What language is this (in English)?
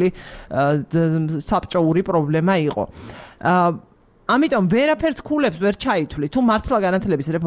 Georgian